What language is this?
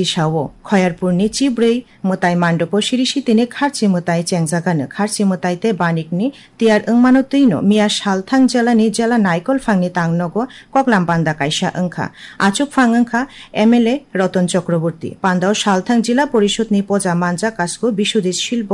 Kok Borok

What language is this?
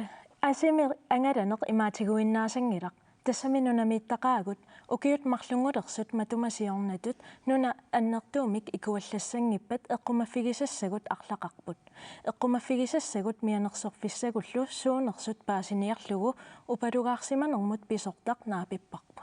Kalaallisut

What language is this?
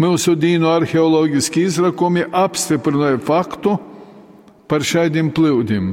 Latgalian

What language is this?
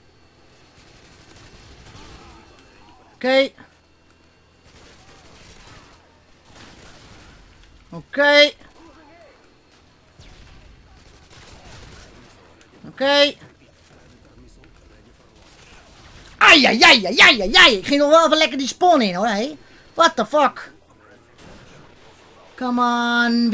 Dutch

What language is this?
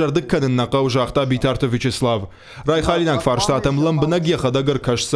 Ossetic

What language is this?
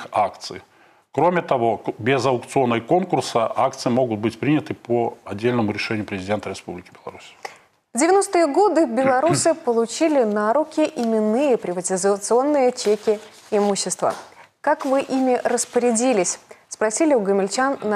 Russian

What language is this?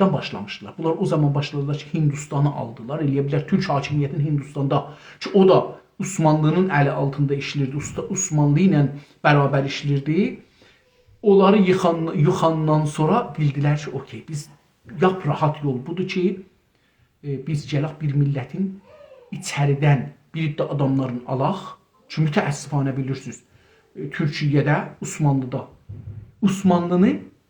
South Azerbaijani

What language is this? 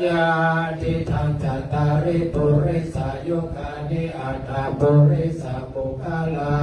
Pali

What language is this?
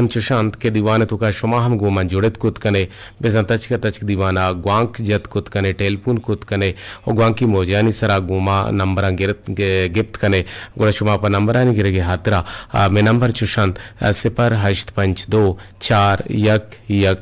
Eastern Balochi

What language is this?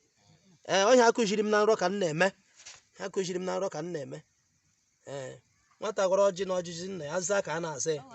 Igbo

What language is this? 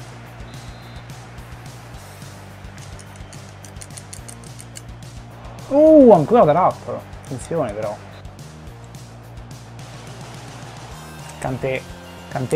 Italian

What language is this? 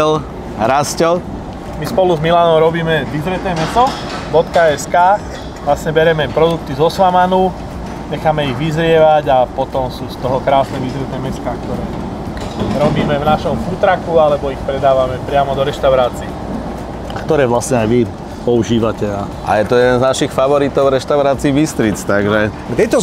Slovak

